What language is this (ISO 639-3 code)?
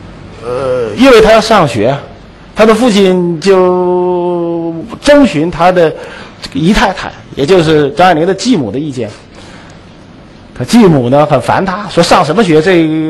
zho